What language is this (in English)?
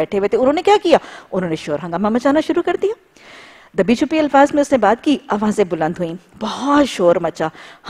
Urdu